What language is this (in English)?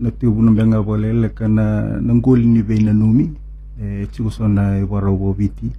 Fijian